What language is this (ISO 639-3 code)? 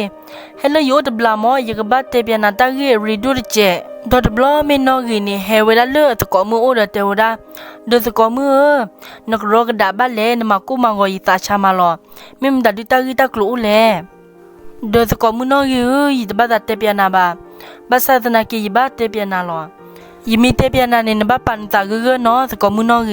ksw